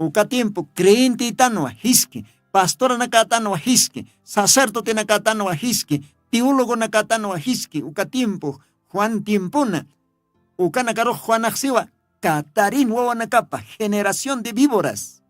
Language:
Aymara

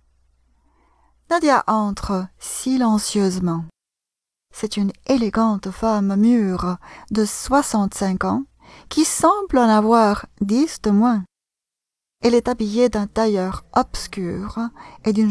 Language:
French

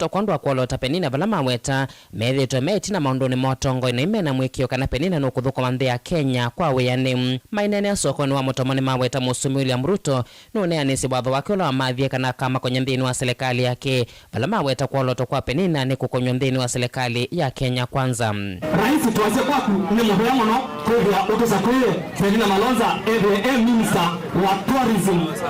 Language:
Kamba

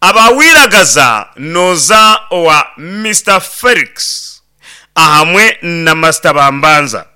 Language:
Nyankole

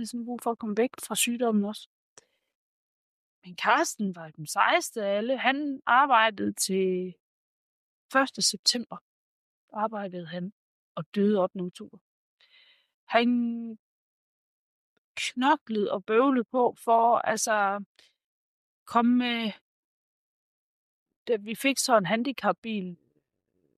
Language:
Danish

